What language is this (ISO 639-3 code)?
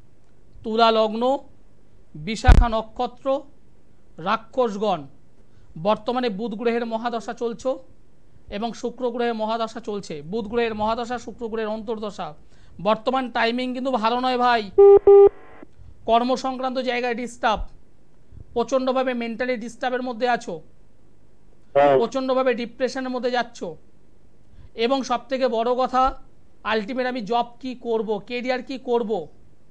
ben